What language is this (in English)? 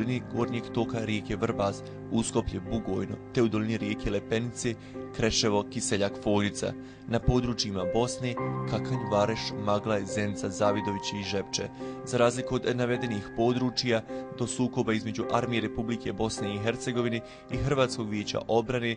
Bosnian